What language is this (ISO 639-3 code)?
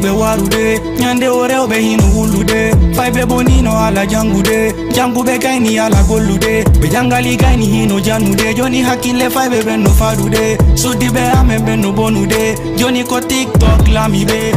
ful